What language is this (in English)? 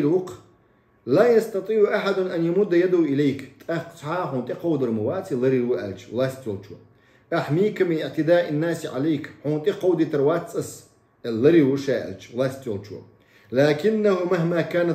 Chechen